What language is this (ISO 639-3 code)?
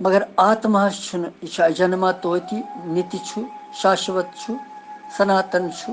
kas